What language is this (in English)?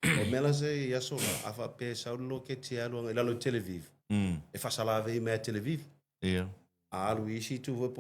Samoan